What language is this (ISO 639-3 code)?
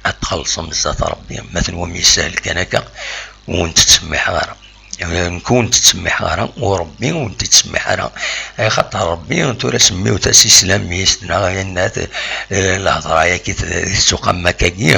kab